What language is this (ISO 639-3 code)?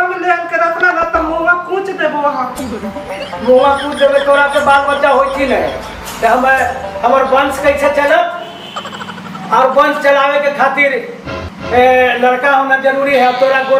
mag